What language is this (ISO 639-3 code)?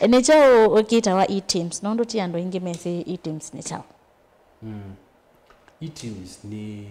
kam